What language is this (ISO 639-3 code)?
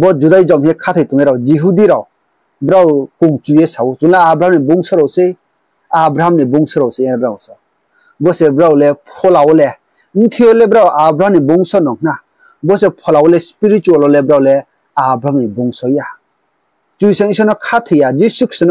ria